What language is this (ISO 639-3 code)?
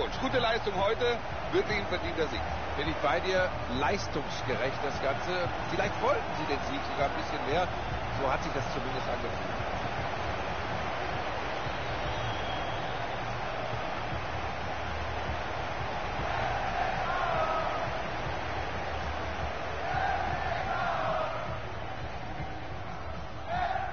deu